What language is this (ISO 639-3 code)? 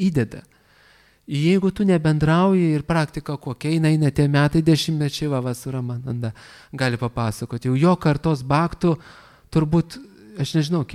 lit